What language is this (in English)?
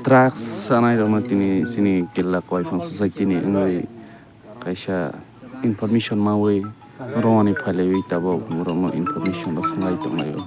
Kok Borok